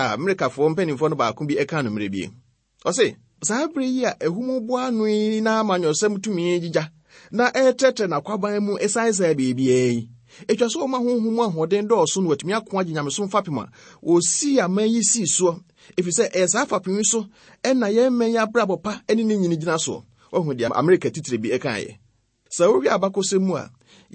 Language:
Akan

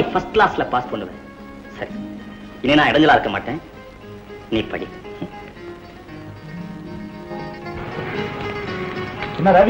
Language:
Tamil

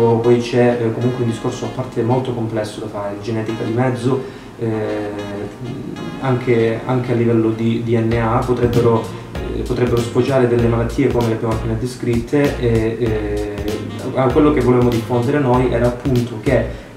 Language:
Italian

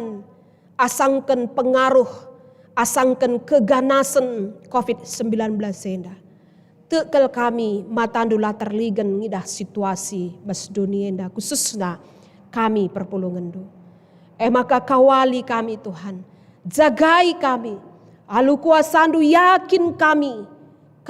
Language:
Batak Karo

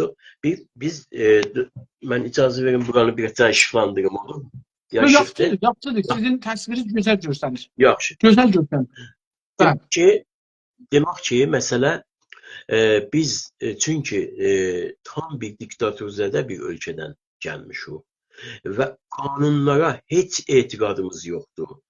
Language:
South Azerbaijani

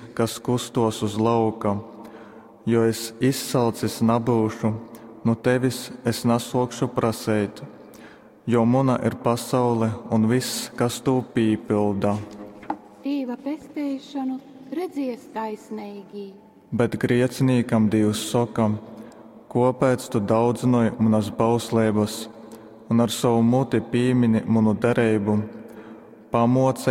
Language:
Latgalian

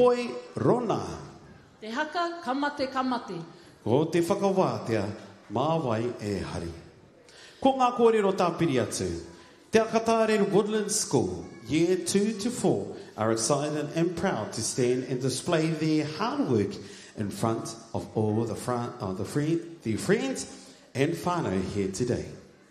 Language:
Māori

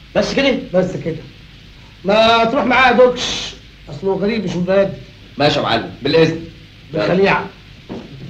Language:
Egyptian Arabic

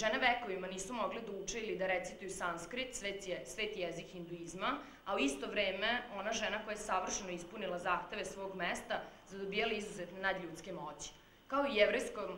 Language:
Serbian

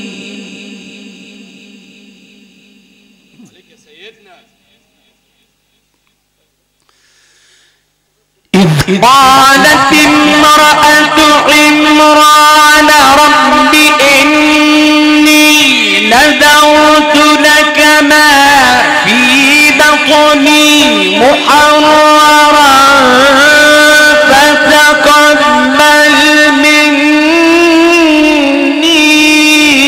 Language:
Arabic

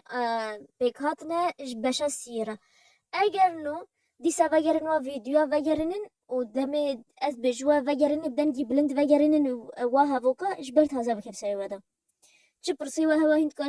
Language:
Kurdish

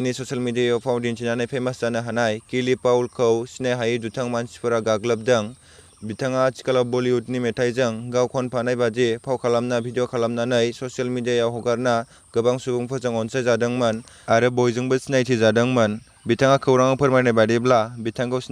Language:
Bodo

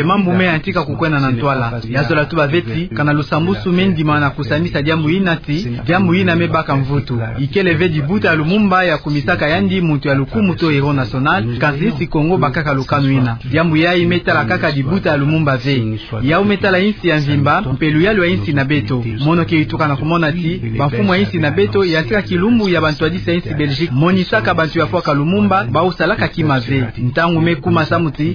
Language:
Kituba (Democratic Republic of Congo)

